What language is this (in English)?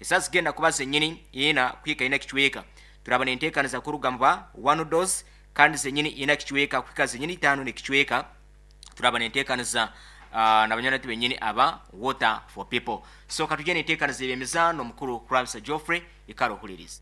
Nyankole